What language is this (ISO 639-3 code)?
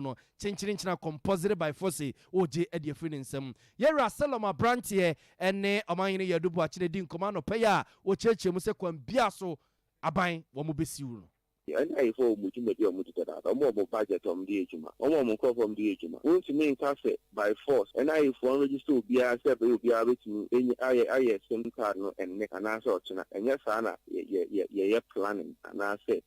aka